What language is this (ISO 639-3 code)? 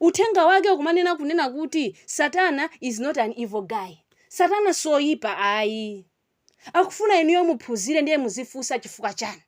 nya